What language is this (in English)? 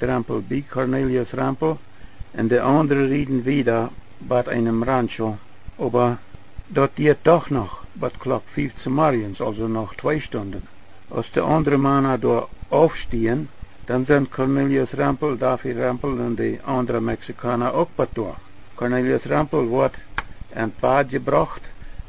Plautdietsch